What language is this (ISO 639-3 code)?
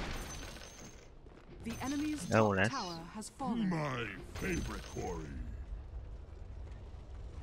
hun